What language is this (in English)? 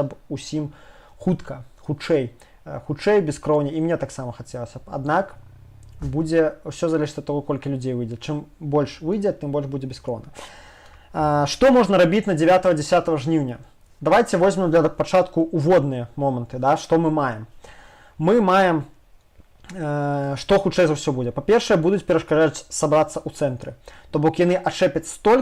Belarusian